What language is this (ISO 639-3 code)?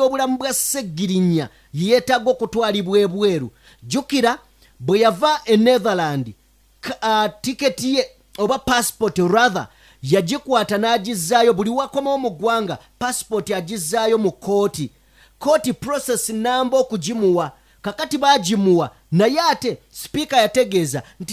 lug